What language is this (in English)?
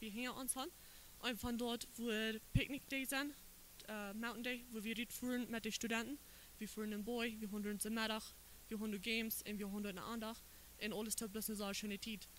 Plautdietsch